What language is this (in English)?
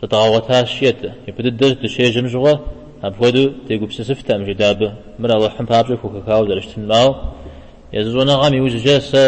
Kabardian